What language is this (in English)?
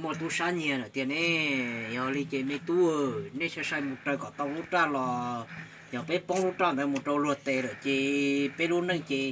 Hmong